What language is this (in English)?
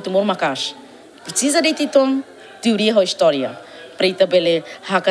Tetum